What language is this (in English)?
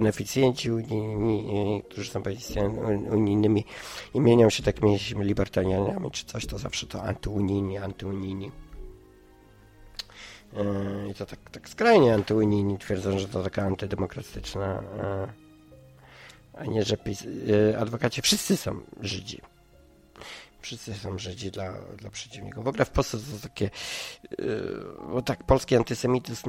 Polish